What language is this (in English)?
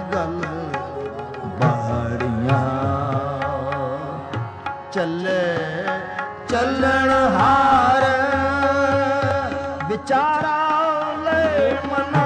Punjabi